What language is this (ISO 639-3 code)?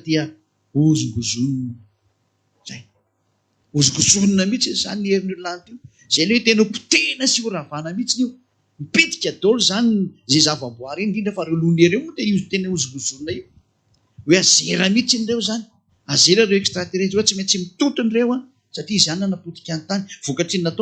mlg